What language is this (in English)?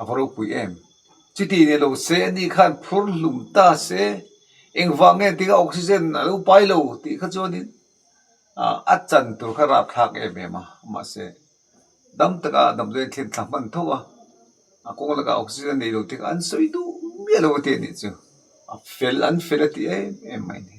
Mizo